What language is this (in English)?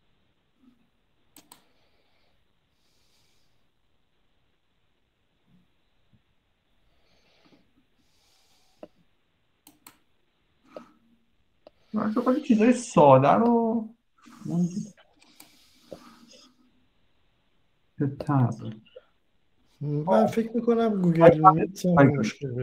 Persian